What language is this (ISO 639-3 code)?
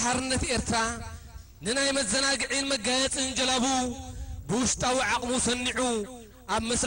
tir